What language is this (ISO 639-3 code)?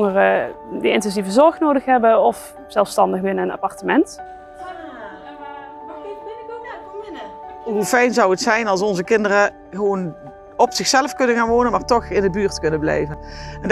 nld